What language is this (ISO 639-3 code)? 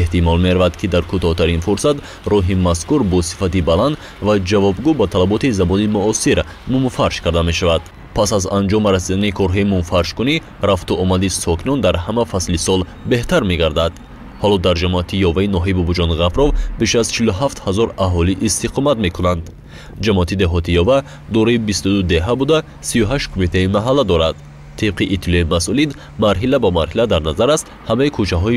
tgk